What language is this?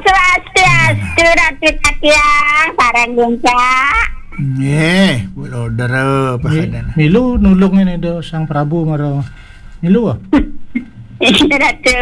Balinese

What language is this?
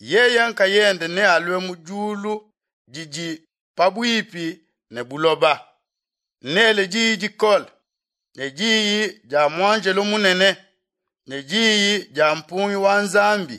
Luba-Lulua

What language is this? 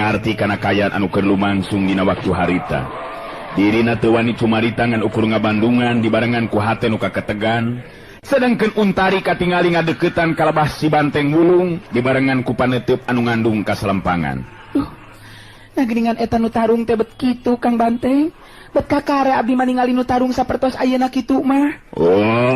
Sundanese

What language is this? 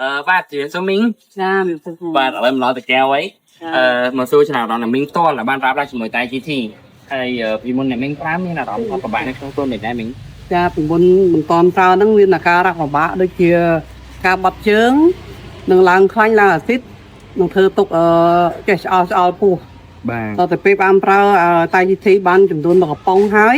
Khmer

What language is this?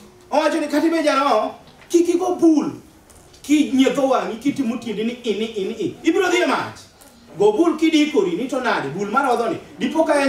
Luo (Kenya and Tanzania)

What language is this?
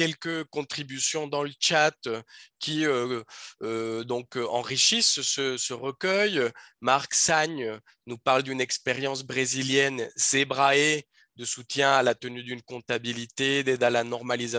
French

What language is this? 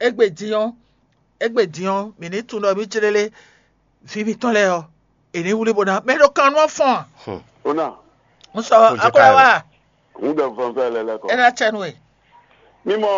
Fon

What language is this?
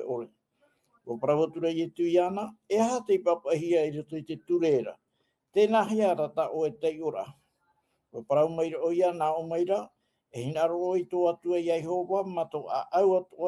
Tahitian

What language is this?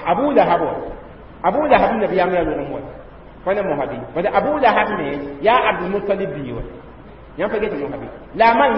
Mossi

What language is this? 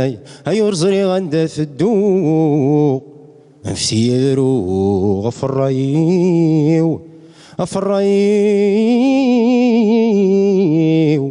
Kabyle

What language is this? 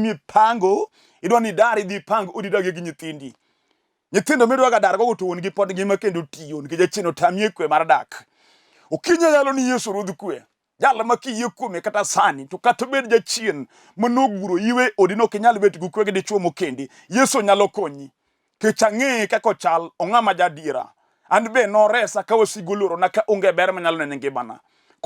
Luo (Kenya and Tanzania)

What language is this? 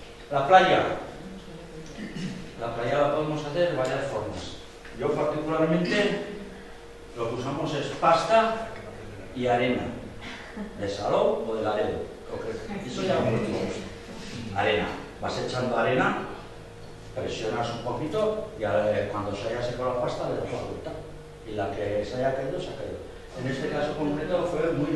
Spanish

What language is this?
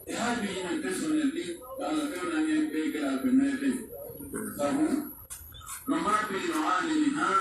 Pular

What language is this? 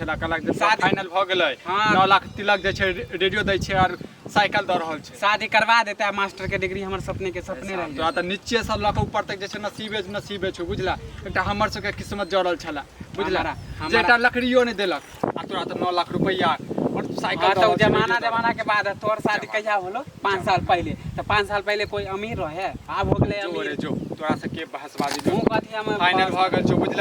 Maithili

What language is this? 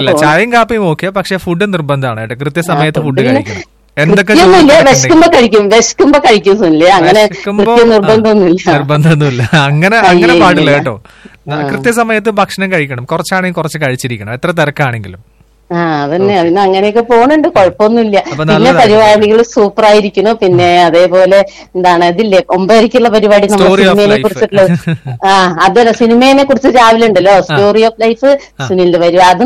Malayalam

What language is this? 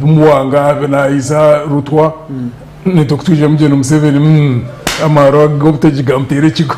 Nyankole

